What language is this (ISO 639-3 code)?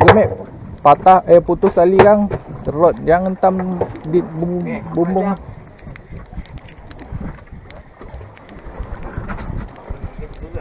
msa